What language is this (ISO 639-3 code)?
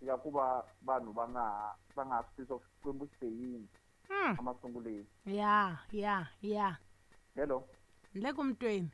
tso